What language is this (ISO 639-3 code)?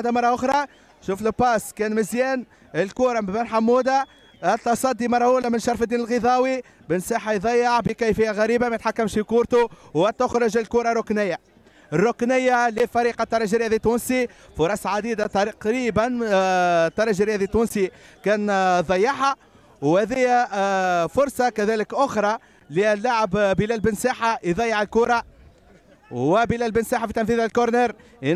aeb